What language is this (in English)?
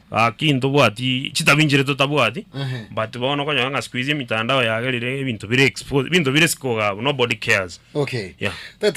Gusii